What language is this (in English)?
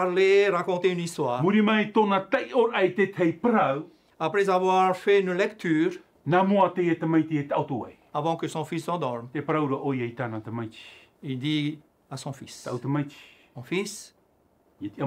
Tahitian